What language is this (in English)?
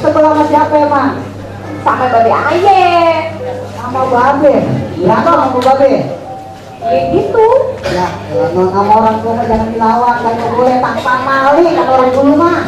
Betawi